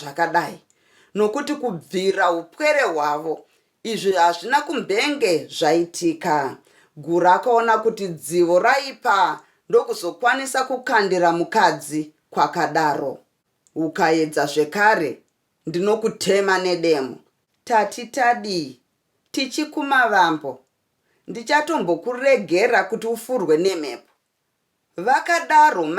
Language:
Shona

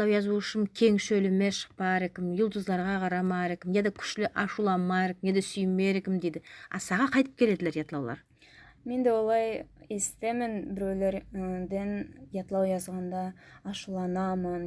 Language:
Nogai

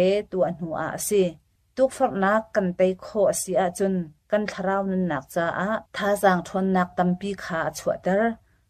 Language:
Hakha Chin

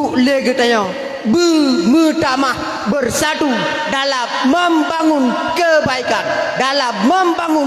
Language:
Achinese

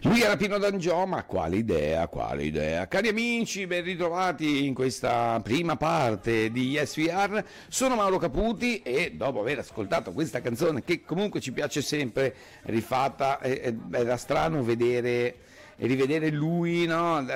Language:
Italian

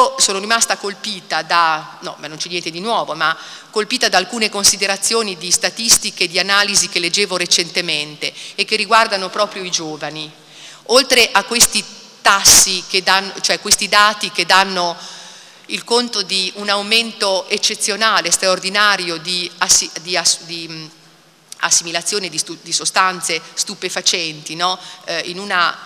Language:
Italian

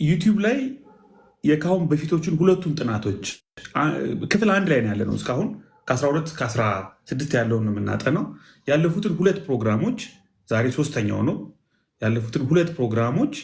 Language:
Amharic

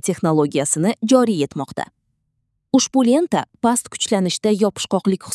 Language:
Uzbek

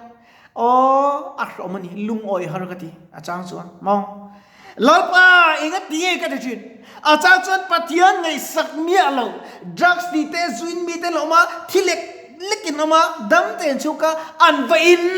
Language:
Mizo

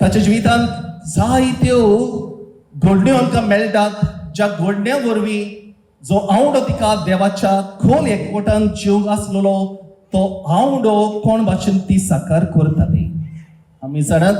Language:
Konkani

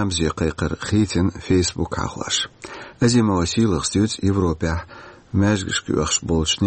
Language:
Chechen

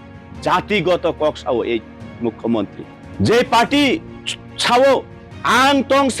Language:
Kok Borok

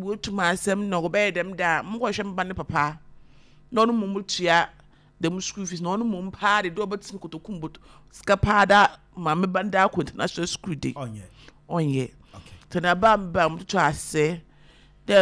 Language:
Akan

